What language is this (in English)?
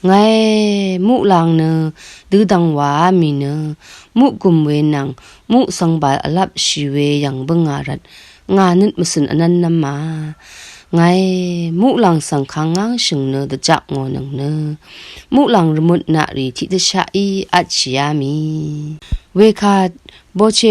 Rawang